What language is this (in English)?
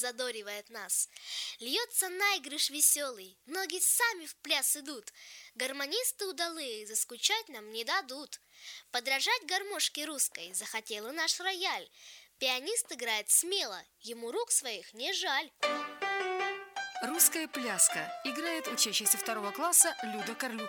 Russian